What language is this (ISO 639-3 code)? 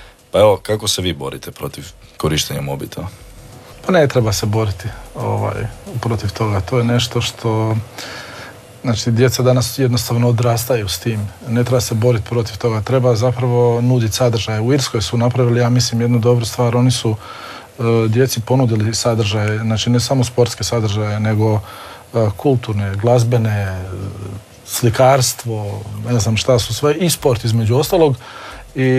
hrv